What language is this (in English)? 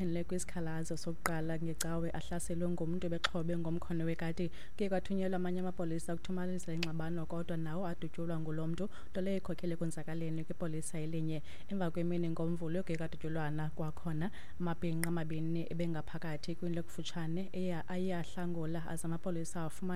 Xhosa